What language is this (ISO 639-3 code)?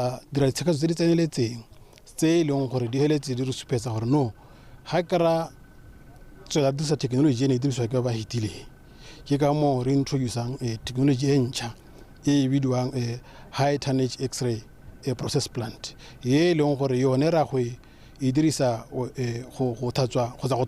tsn